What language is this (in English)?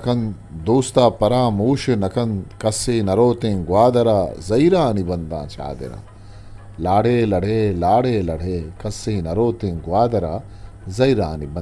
Eastern Balochi